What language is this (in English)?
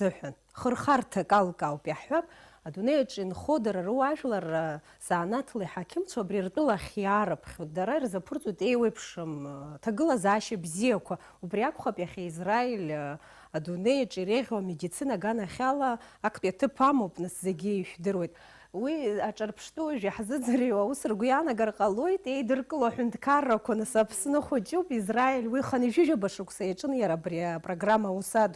Abkhazian